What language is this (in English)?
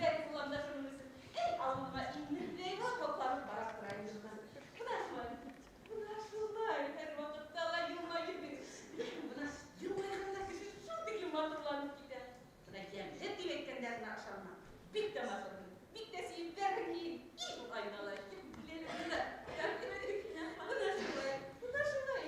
Bashkir